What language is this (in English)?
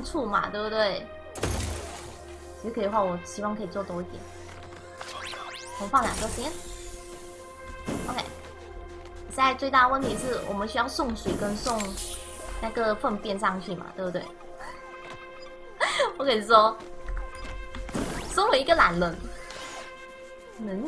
Chinese